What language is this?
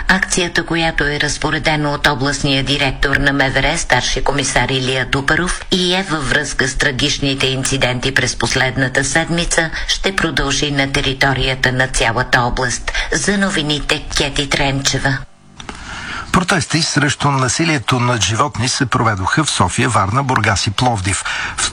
Bulgarian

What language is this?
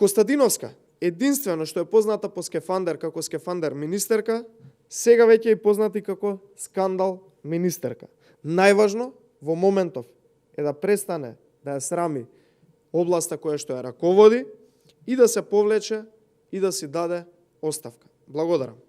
Macedonian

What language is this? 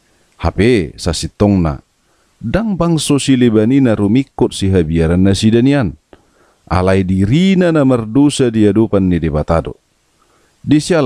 Batak Toba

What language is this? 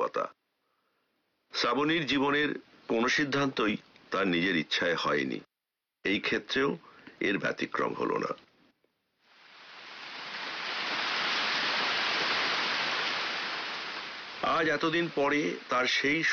Bangla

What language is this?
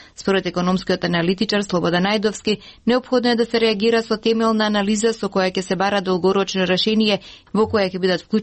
Macedonian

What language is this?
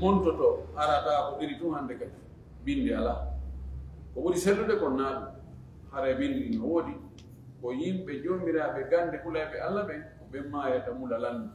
Fula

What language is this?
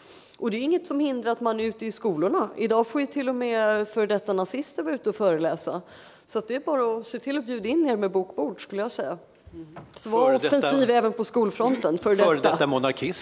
Swedish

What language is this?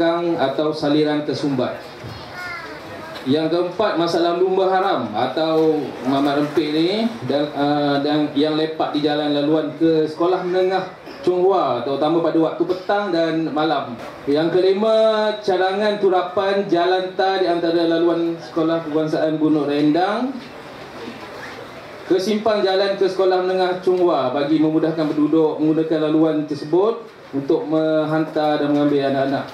Malay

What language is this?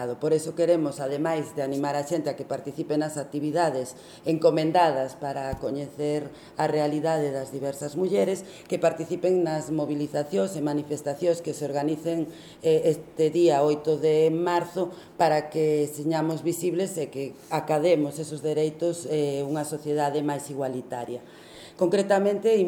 Galician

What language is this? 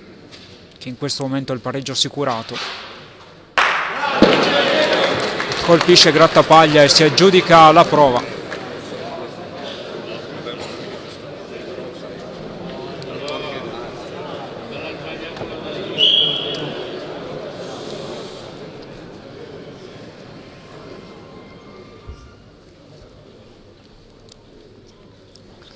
Italian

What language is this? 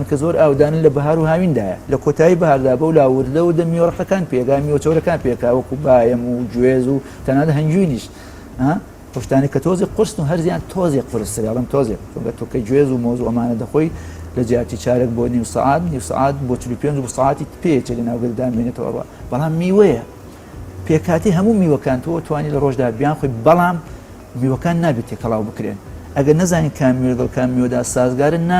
Central Kurdish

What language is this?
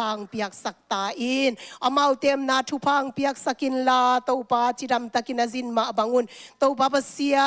Tedim Chin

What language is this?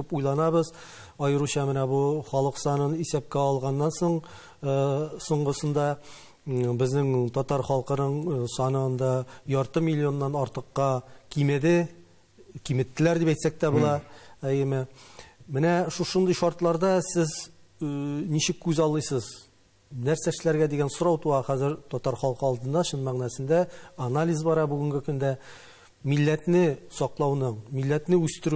Tatar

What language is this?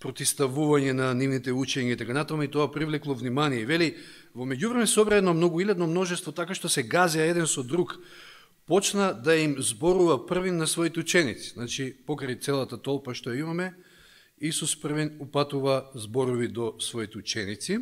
Macedonian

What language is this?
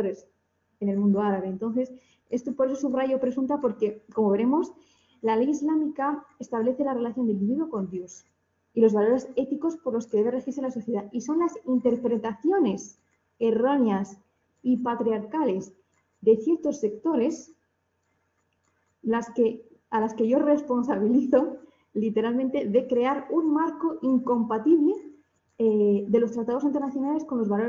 Spanish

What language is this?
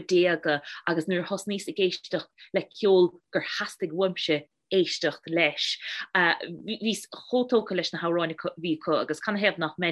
Irish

